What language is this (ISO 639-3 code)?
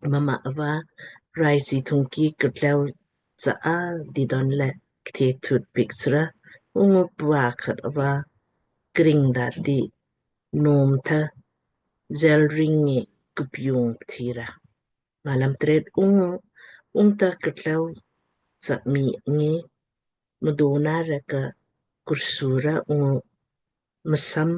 lmk